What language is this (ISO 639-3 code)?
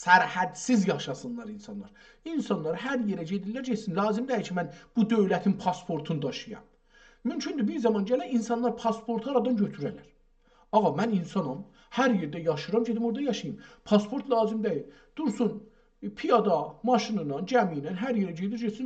azb